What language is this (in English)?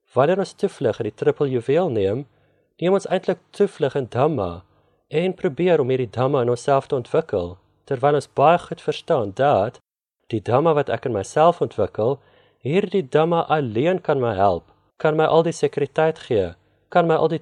Afrikaans